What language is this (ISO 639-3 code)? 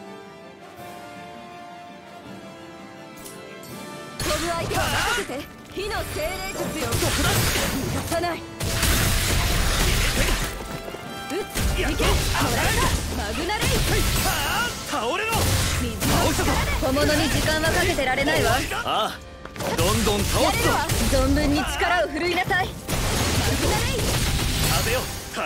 jpn